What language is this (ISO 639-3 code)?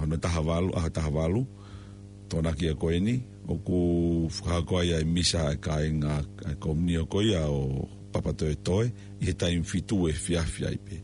ton